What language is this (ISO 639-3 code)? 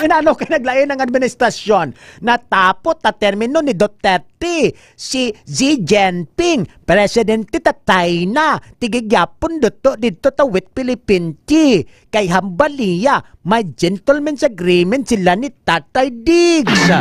hil